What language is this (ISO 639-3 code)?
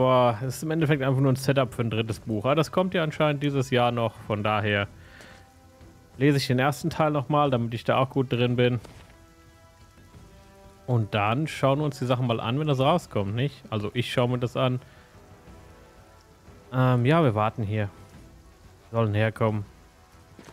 deu